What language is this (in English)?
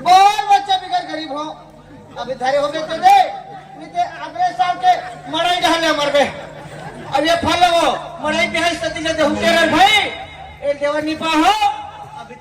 Chhattisgarhi